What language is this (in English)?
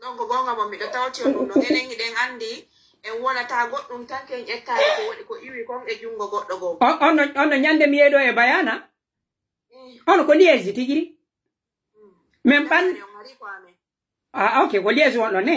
Pular